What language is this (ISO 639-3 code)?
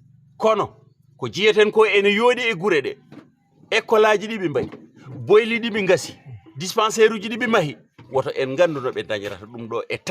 ful